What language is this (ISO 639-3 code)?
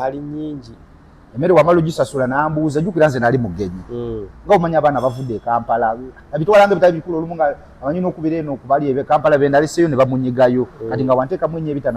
lug